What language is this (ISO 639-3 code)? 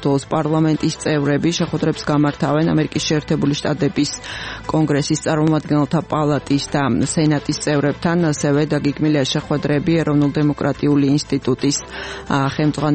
kat